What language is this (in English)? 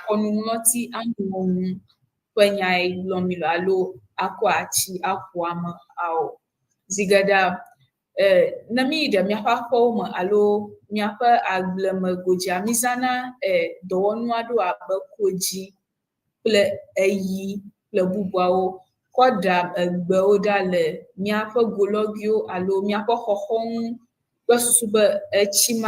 Ewe